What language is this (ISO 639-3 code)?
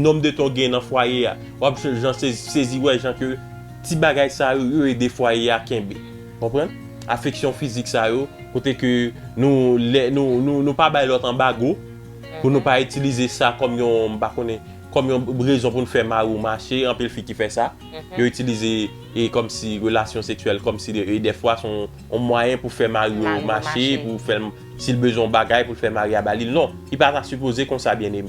hat